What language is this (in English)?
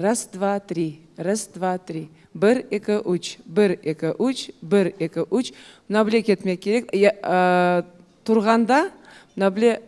Crimean Tatar